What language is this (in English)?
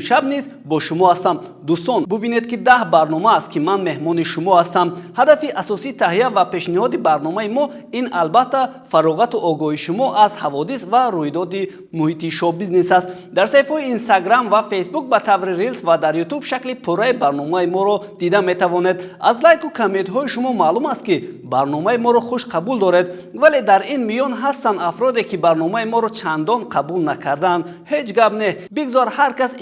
Tajik